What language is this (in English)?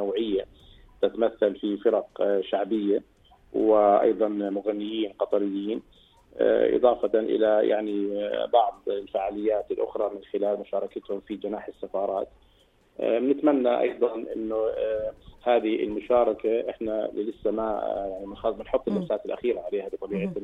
North Levantine Arabic